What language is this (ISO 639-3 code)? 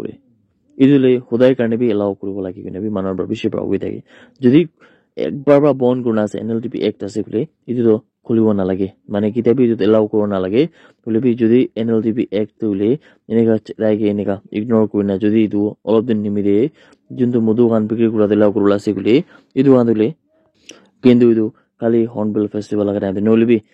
nag